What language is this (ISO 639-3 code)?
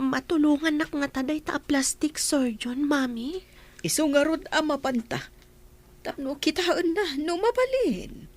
ilo